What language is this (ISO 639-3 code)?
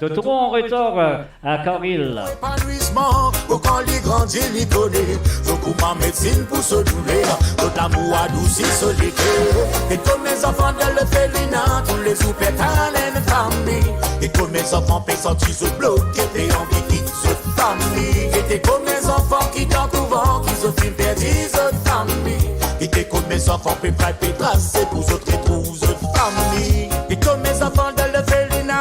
mfe